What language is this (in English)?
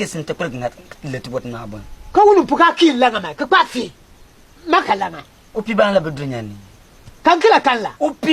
Konkomba